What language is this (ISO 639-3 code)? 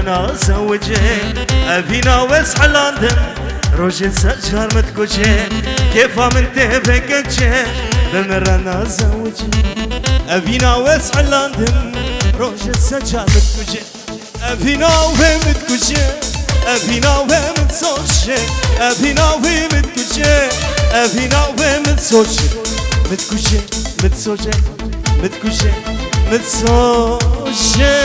kur